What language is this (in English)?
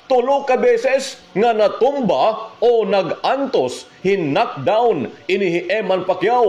Waray